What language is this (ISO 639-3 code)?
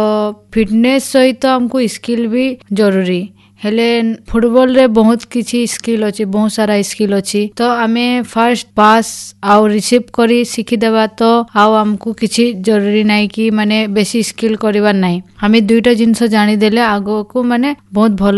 ori